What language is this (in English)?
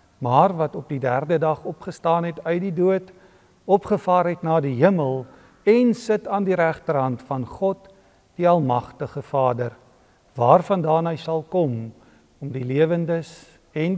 Afrikaans